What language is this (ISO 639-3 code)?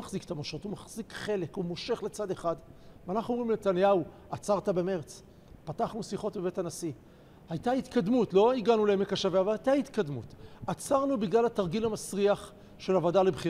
heb